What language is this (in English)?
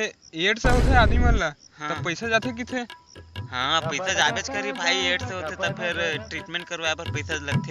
Chhattisgarhi